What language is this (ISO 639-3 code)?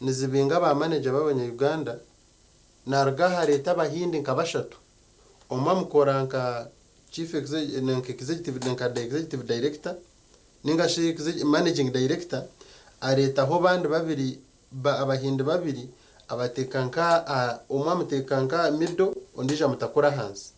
nyn